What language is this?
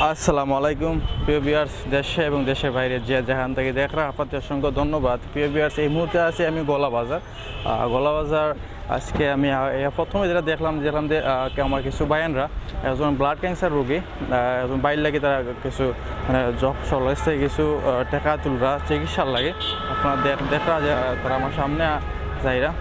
Sylheti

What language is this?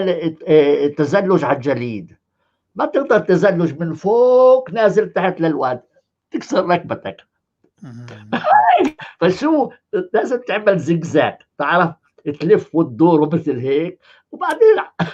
North Levantine Arabic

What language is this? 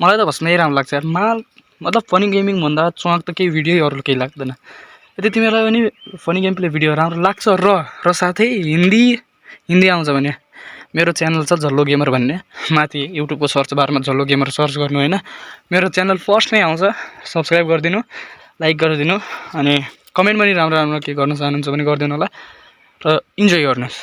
Nepali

